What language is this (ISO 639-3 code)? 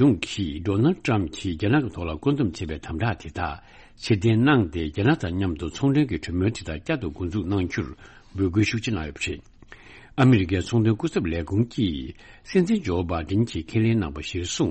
bod